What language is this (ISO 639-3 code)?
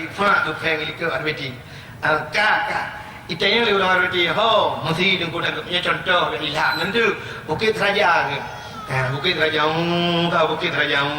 ace